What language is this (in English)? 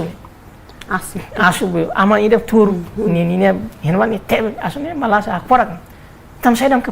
Tetum